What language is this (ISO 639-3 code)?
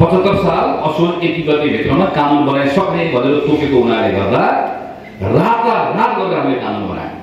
nep